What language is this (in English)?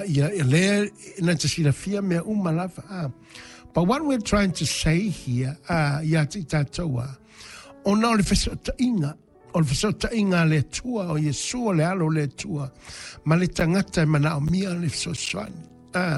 Samoan